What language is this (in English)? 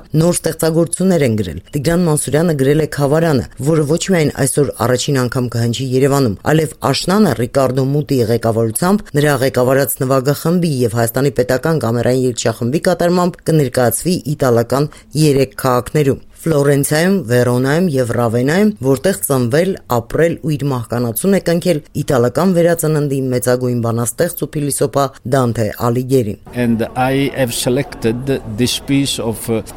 Armenian